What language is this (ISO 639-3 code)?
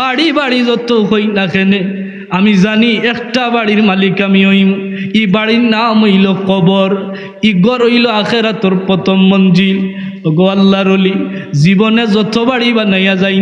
syl